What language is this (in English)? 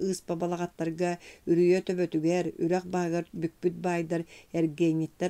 Yakut